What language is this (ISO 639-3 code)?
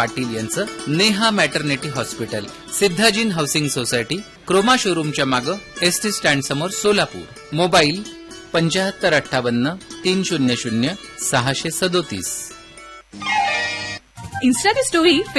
mar